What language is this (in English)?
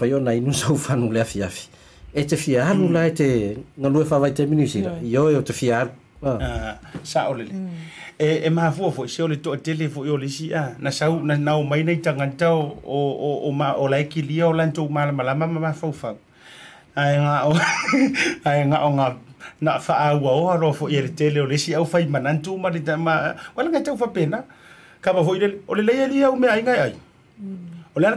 Samoan